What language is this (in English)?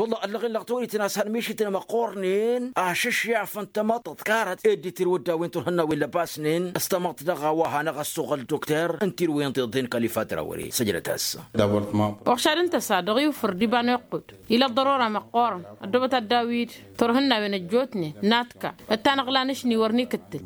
Tamasheq